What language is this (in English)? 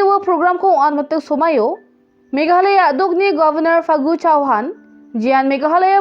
Garo